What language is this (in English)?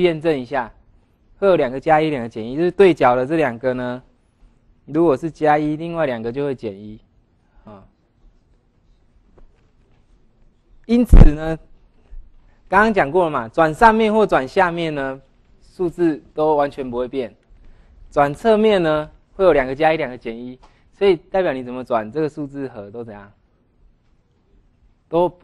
Chinese